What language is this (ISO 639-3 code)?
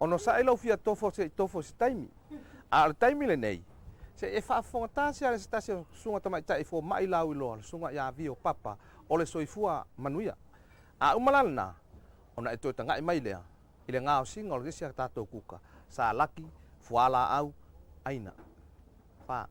smo